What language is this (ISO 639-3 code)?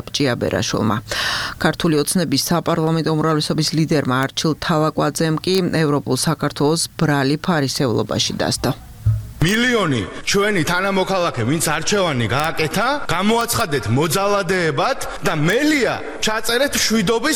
kat